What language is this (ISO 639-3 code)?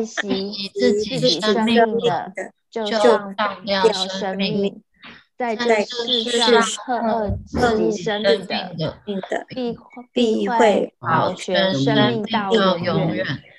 zho